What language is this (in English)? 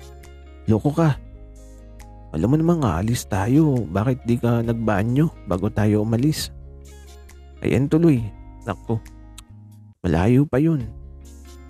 Filipino